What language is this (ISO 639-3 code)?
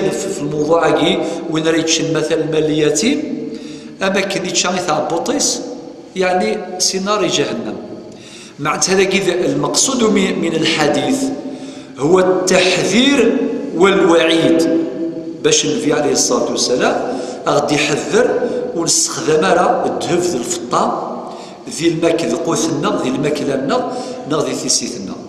kab